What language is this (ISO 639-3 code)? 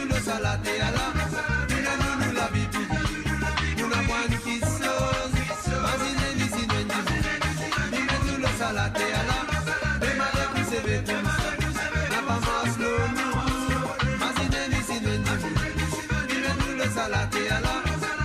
mfe